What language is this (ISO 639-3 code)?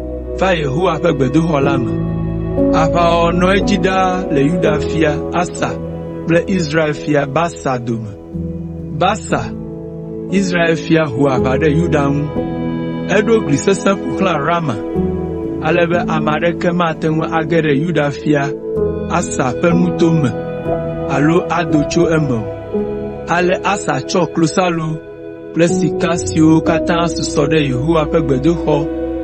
ewe